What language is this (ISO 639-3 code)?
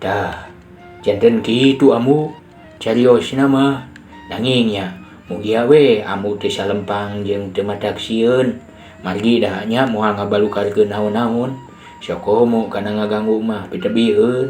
sun